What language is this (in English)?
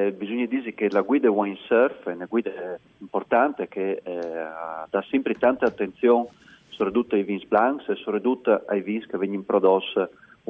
Friulian